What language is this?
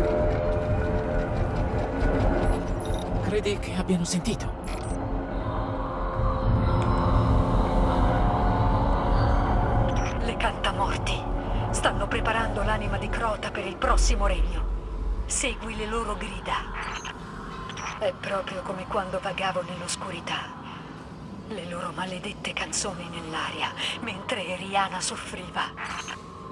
Italian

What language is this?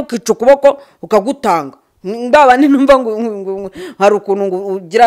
Kinyarwanda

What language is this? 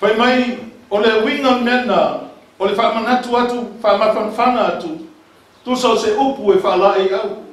Samoan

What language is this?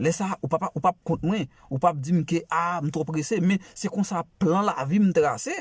Haitian Creole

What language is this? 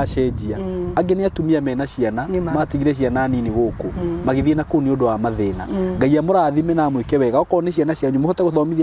Kikuyu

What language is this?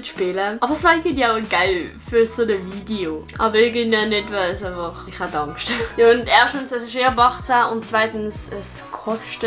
Swiss German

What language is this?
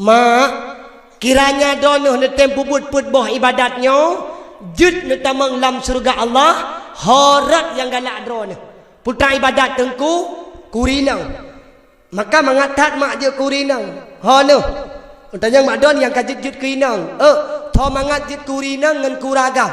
Achinese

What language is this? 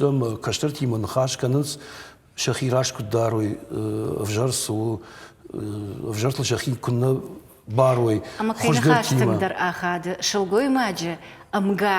Ossetic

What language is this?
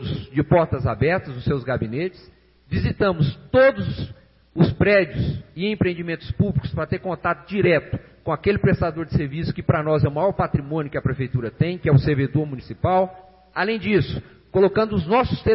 Portuguese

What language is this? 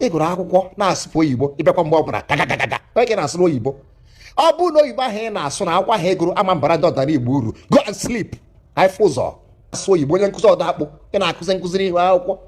Igbo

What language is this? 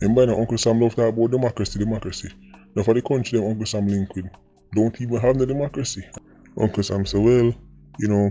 Jamaican Creole English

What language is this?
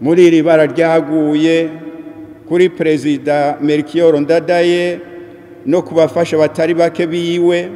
Rundi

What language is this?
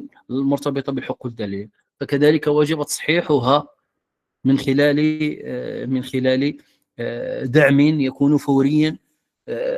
Moroccan Arabic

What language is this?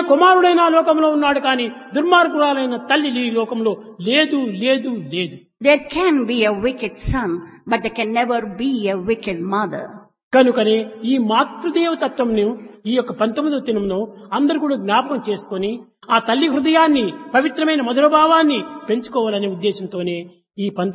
Telugu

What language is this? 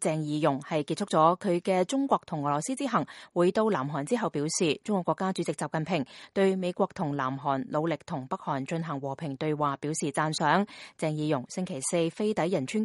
Cantonese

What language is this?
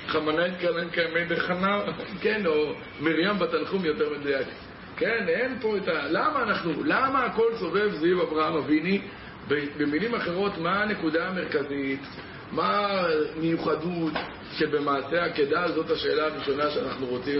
Hebrew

